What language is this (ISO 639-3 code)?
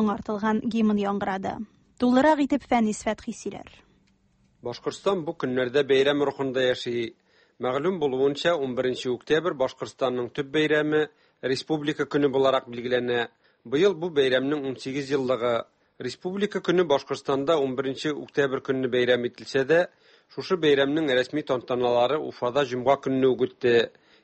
tat